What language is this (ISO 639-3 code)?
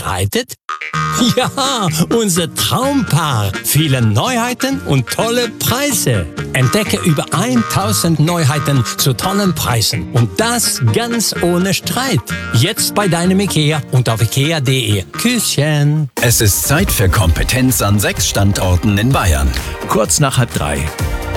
deu